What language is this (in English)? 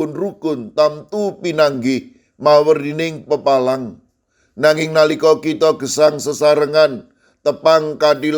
Javanese